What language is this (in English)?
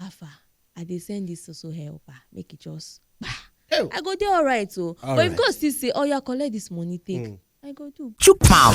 Nigerian Pidgin